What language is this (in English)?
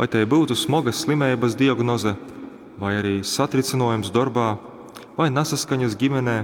Latgalian